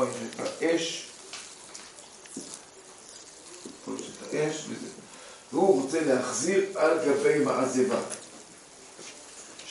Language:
Hebrew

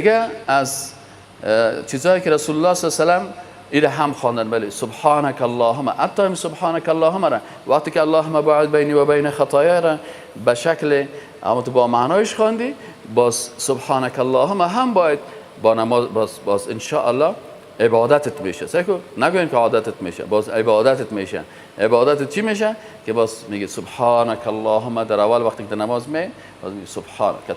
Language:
Persian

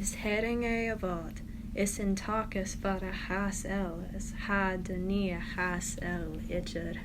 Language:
Scottish Gaelic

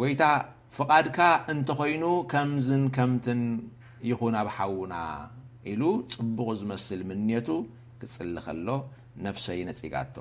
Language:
Tigrinya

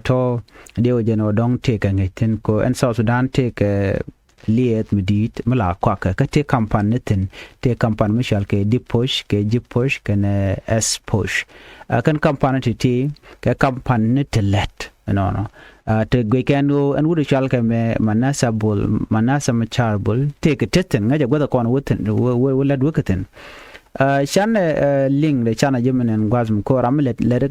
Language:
Nuer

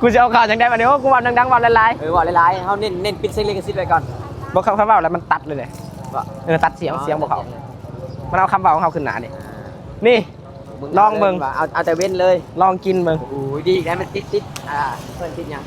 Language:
Lao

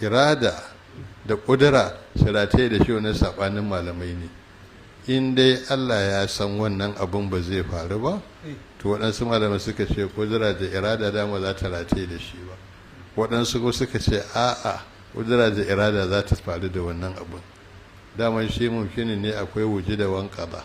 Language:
Hausa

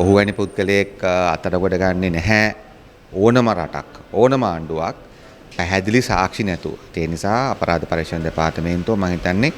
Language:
Sinhala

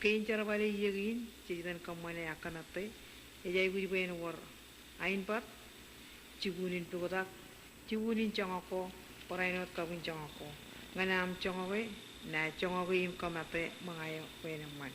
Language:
Marshallese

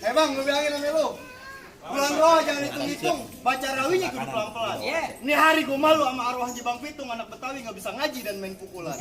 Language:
Betawi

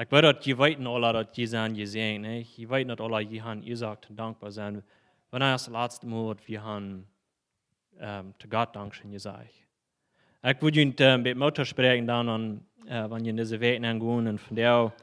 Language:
Plautdietsch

